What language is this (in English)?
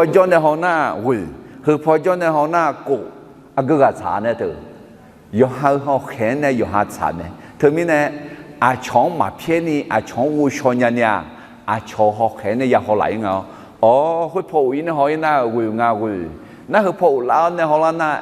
Akha